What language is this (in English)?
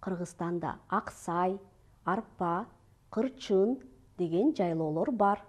Kyrgyz